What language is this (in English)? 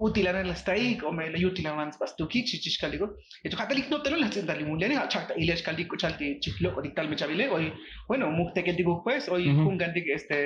Tzotzil